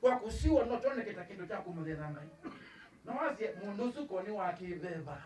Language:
Kamba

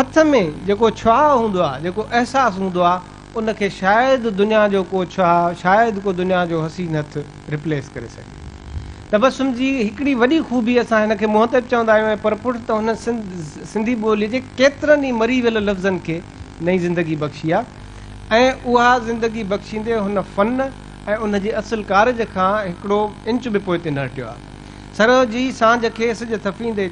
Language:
Sindhi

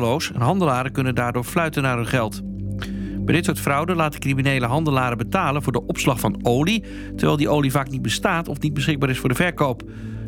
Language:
Dutch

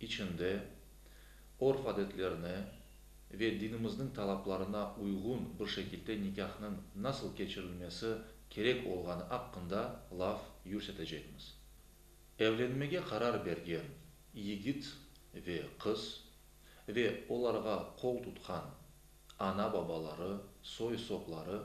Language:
Crimean Tatar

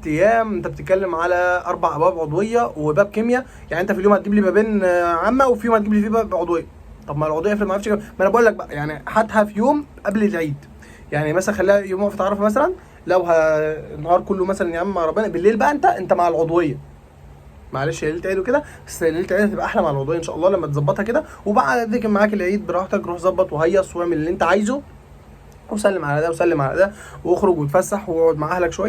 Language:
Egyptian Arabic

